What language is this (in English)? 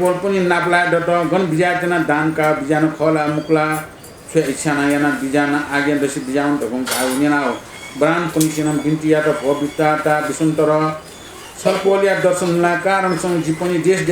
Newari